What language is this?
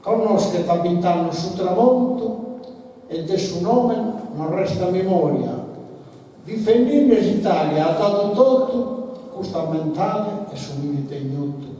Sardinian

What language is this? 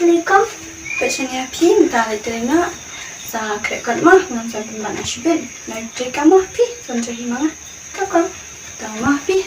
Khasi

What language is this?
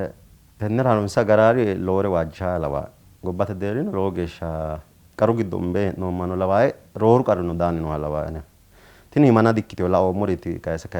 Sidamo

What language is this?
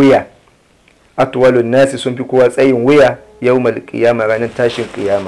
Hausa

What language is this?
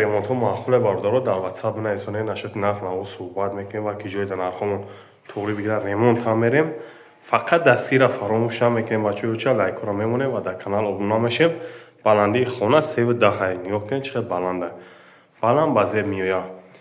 Tajik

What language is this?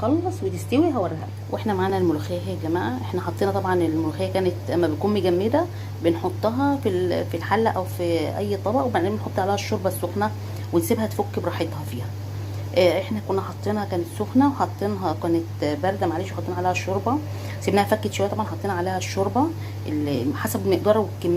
Egyptian Arabic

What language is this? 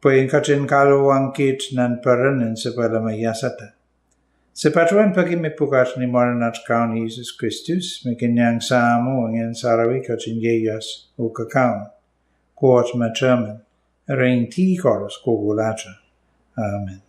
Pohnpeian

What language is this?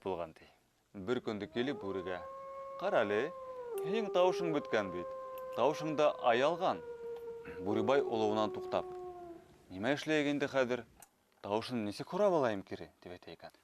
Bashkir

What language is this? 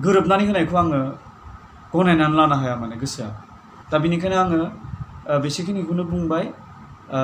Bodo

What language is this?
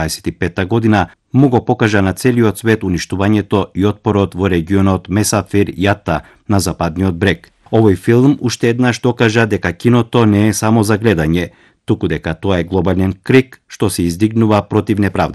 Macedonian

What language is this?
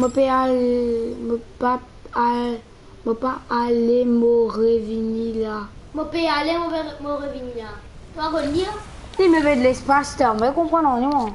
Morisyen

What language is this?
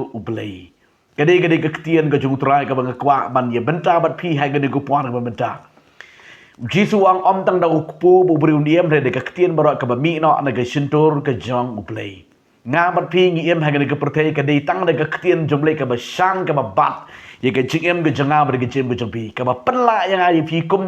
Khasi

